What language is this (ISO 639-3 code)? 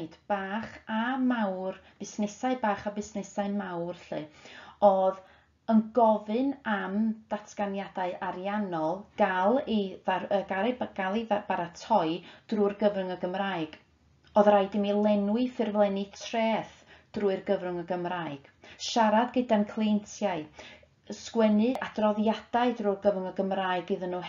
cym